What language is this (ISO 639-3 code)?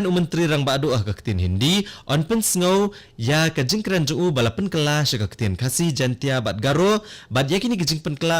kha